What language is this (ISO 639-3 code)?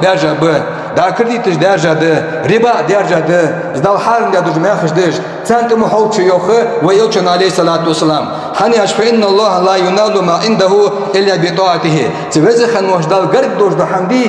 inh